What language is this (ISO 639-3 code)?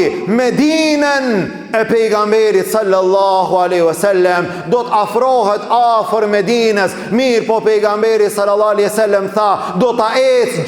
sqi